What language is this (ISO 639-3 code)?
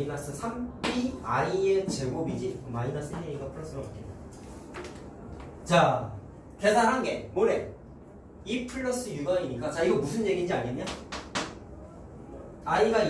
kor